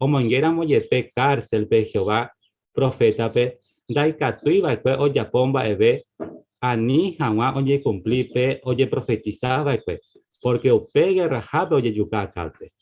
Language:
Guarani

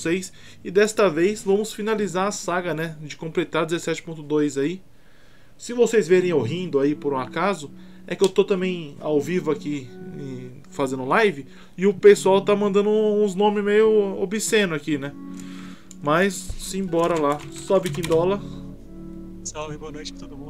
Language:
Portuguese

